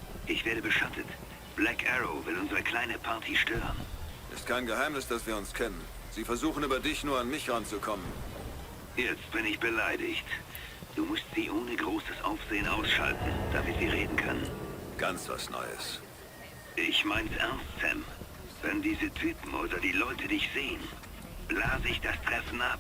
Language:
Bavarian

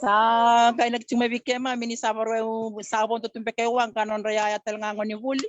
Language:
Fijian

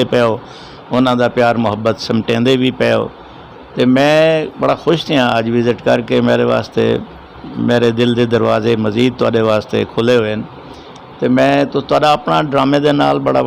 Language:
Saraiki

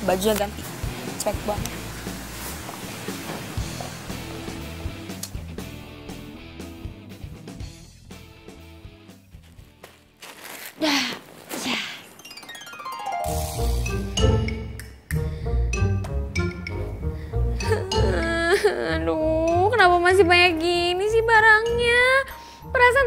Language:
Indonesian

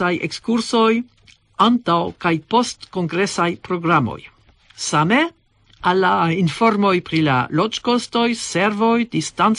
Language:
Esperanto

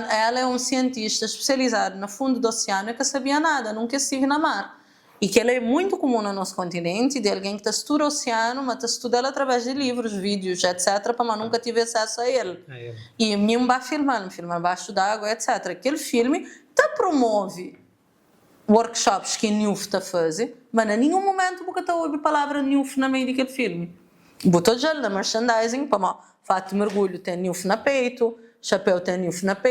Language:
Kabuverdianu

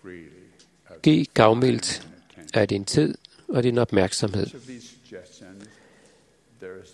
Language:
Danish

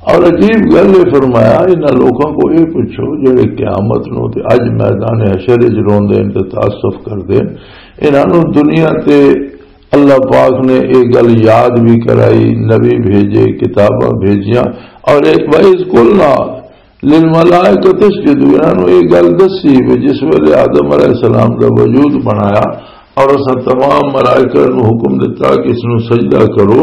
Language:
Western Panjabi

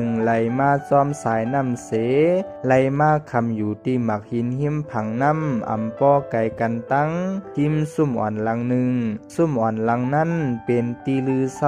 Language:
Shan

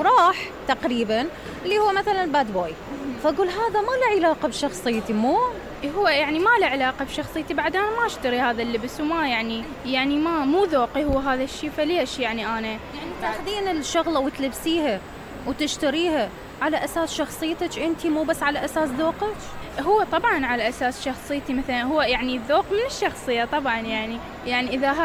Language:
Mesopotamian Arabic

